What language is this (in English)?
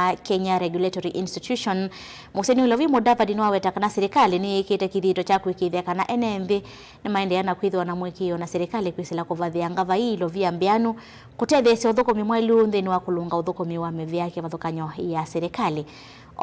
Kamba